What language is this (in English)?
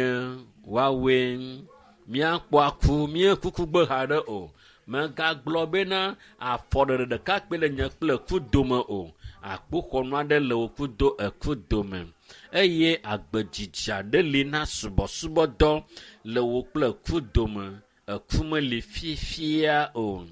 Ewe